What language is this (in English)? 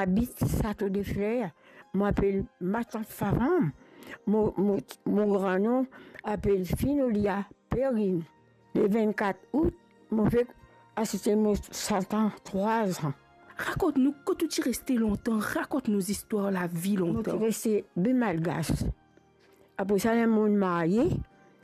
Morisyen